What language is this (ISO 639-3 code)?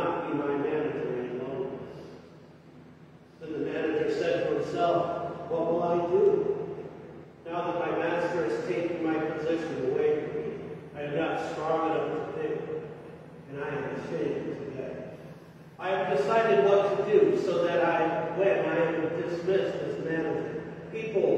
eng